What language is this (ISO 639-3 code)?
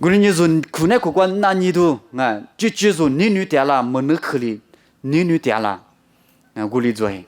lis